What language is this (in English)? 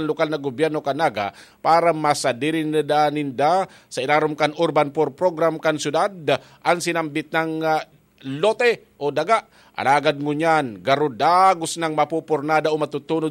Bikol